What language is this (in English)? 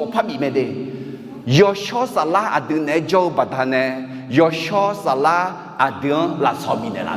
Akha